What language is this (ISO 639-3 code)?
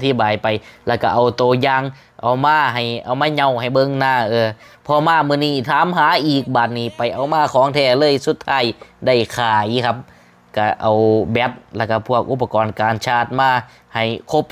lao